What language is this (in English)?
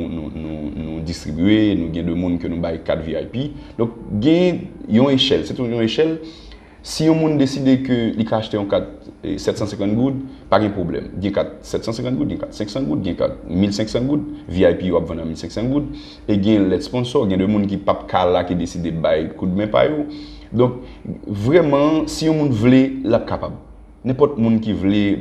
Haitian Creole